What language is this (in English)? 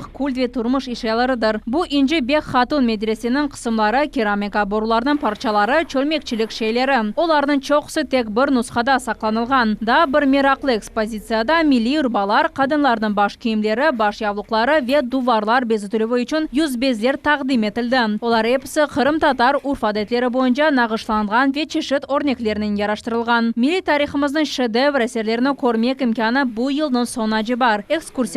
Crimean Tatar